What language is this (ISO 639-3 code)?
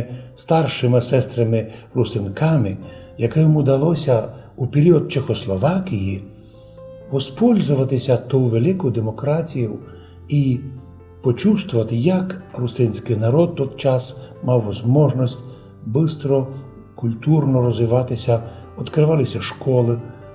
rue